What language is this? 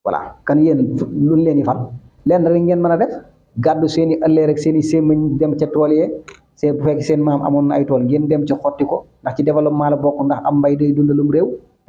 Wolof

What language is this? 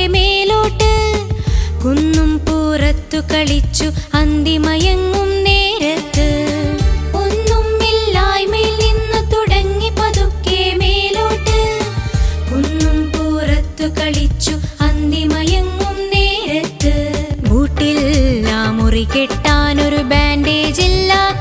Malayalam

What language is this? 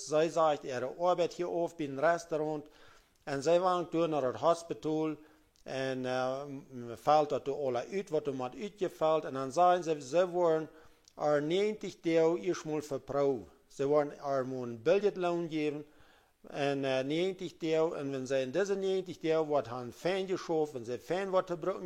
Plautdietsch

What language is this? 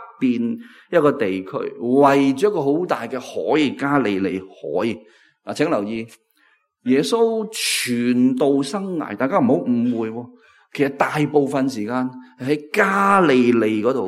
Cantonese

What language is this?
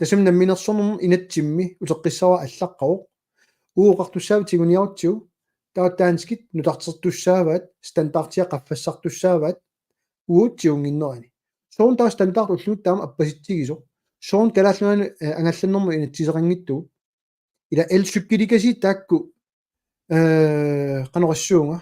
Kalaallisut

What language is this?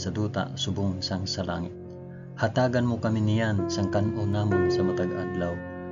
Hiligaynon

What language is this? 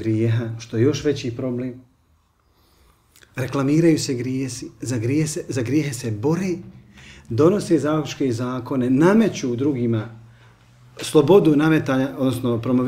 Bosnian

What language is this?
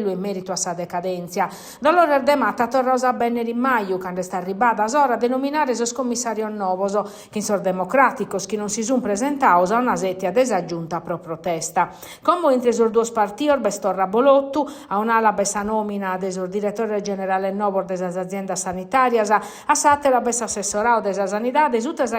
Sardinian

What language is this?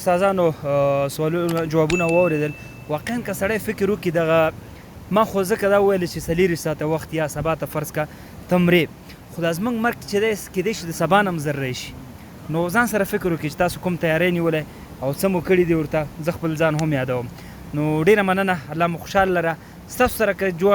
Pashto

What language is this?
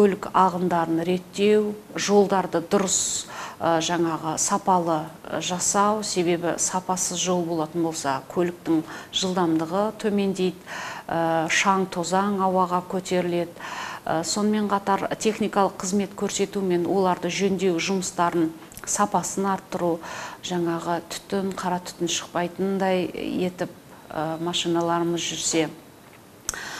Kazakh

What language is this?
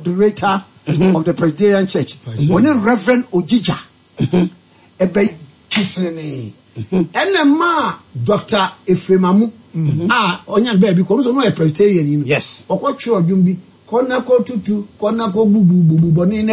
Akan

